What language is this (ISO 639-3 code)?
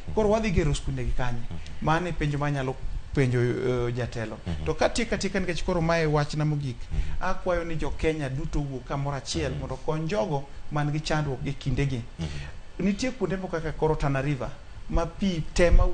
luo